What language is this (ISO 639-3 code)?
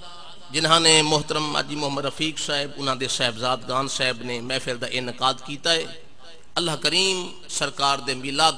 skr